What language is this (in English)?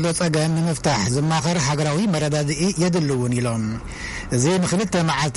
Tigrinya